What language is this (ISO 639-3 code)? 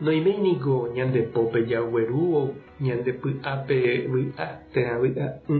grn